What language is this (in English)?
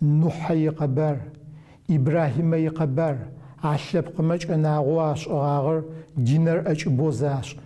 Adyghe